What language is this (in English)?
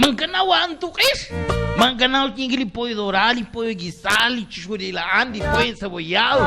Kekchí